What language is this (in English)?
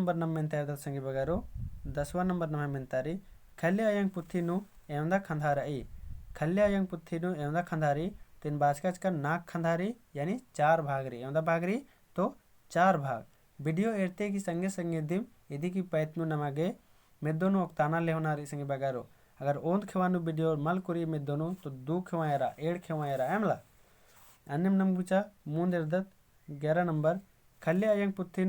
Kurukh